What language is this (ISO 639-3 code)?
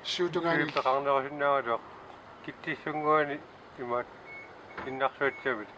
kal